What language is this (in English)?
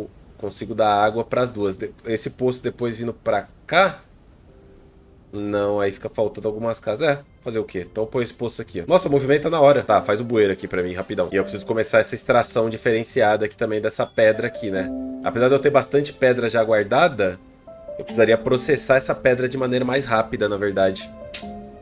Portuguese